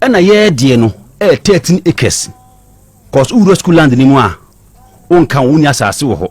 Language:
Akan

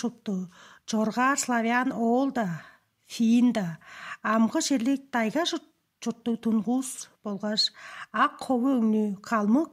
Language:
Tuvinian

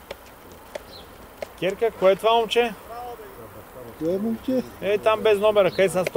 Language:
Bulgarian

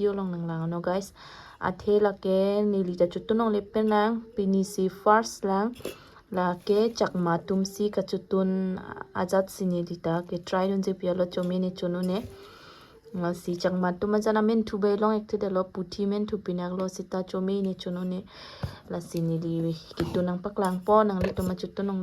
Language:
Karbi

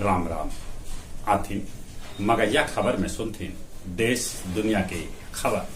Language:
Magahi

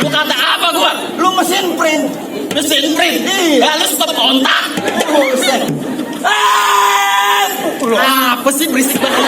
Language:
Betawi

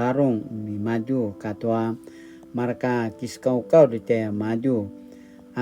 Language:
Paiwan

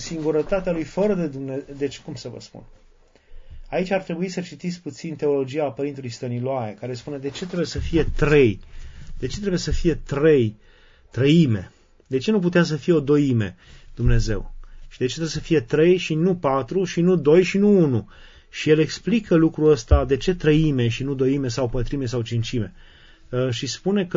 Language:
Romanian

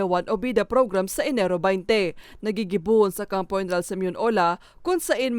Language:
Bikol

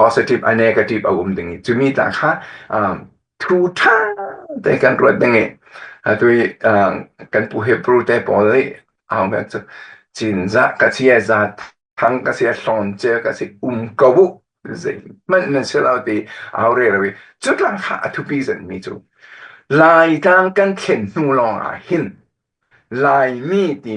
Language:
Falam Chin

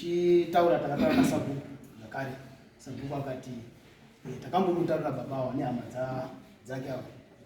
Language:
Shona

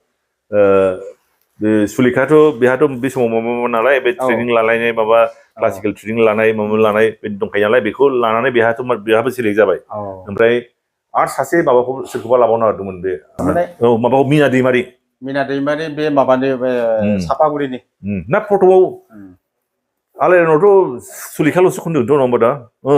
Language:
Bodo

